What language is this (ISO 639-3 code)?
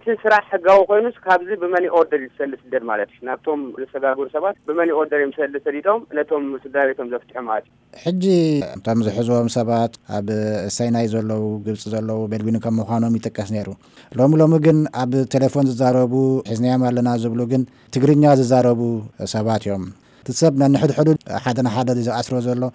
tir